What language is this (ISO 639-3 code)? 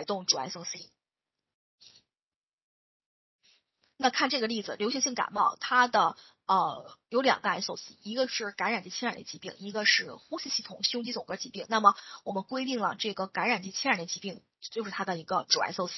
zho